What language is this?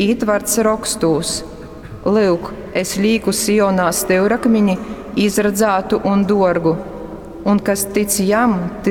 Latgalian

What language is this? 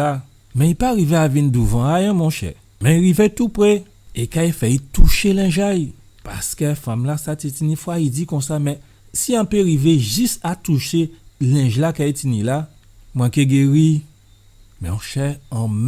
Guadeloupean Creole French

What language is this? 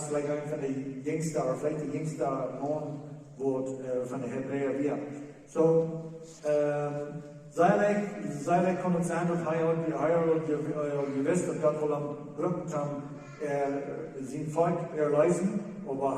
Plautdietsch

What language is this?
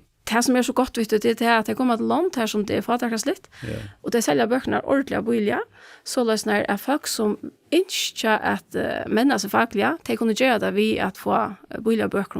Faroese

